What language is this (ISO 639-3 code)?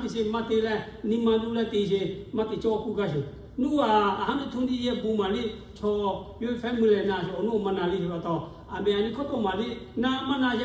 lhu